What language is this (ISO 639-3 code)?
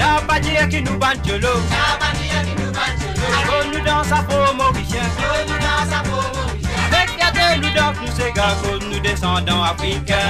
mfe